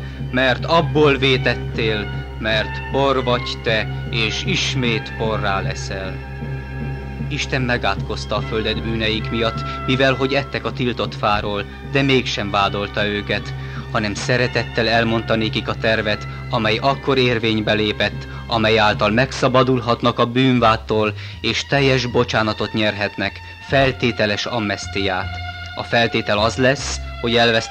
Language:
Hungarian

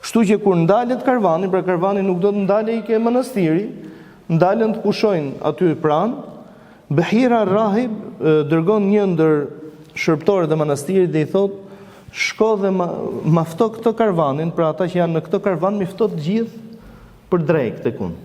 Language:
Albanian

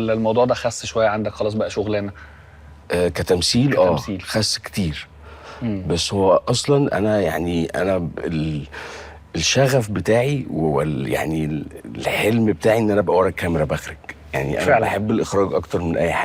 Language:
Egyptian Arabic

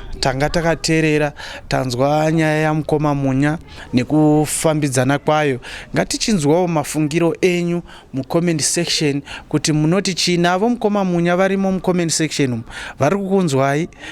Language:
Shona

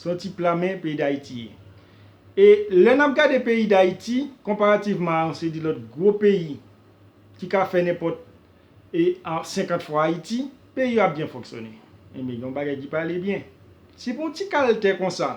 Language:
Haitian Creole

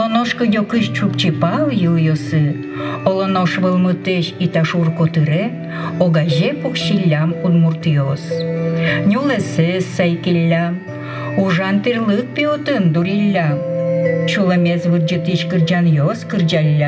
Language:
Udmurt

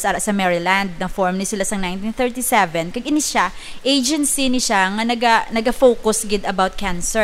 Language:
Hiligaynon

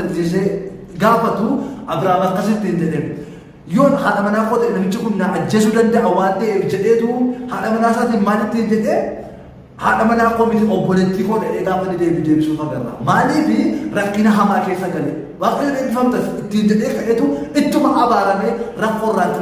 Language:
Oromo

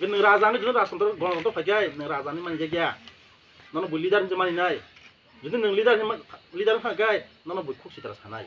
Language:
Kok Borok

